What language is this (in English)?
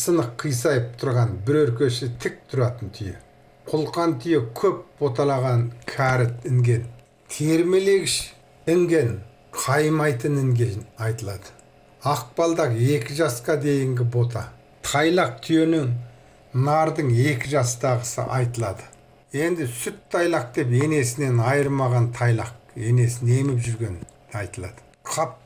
Kazakh